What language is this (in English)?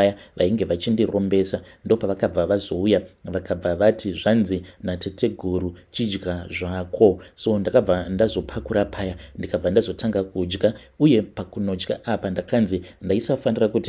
Shona